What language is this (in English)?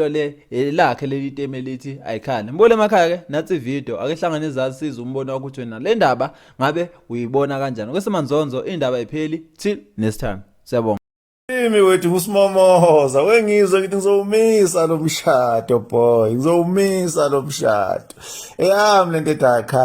Zulu